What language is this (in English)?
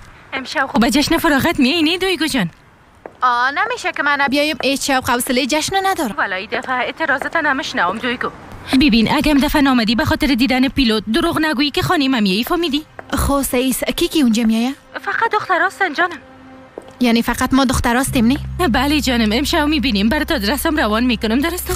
Persian